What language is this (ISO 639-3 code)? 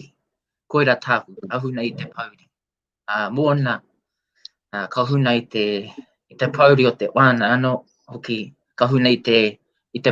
mri